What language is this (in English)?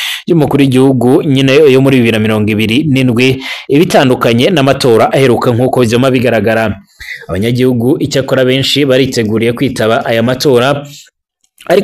Rundi